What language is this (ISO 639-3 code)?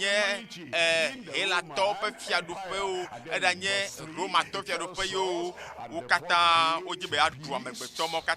ewe